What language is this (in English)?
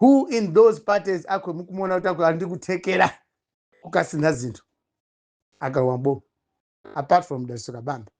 Nyanja